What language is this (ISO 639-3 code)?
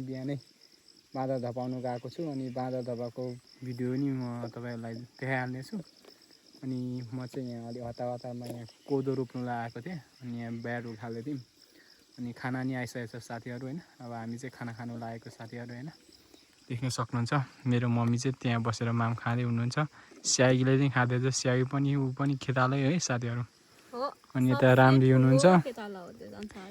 nep